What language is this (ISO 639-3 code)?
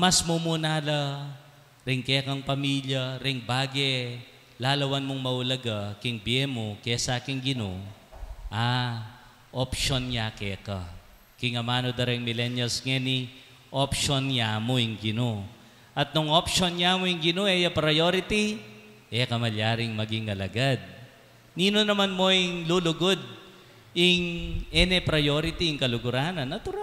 pam